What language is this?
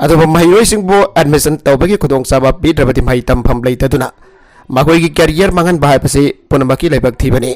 Manipuri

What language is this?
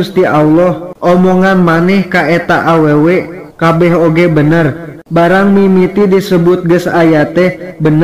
Sundanese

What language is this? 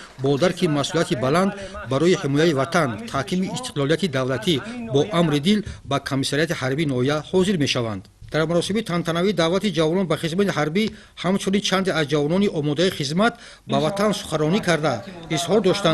Tajik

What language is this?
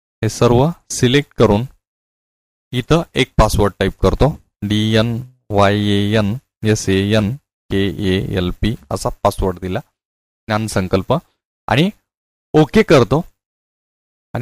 Marathi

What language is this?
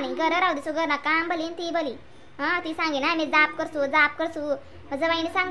Khandesi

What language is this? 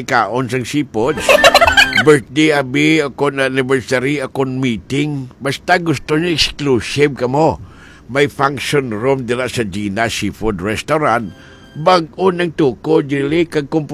Hiligaynon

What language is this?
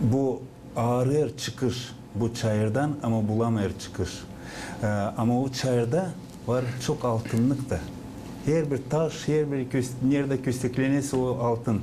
Gagauz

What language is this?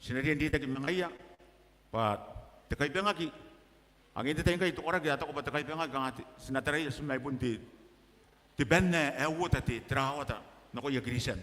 Gilbertese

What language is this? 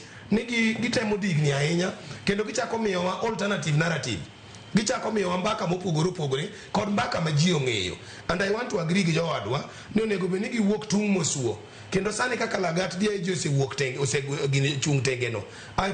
Luo (Kenya and Tanzania)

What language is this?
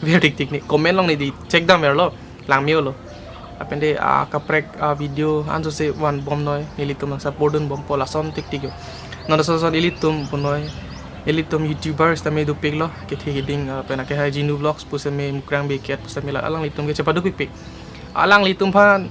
Karbi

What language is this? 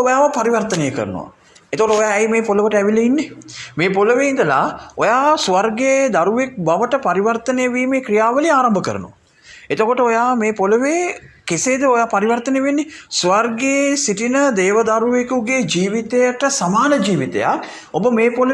Sinhala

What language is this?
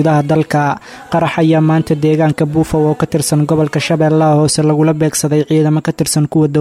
Somali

